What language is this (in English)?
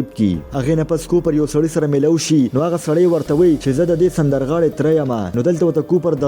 Pashto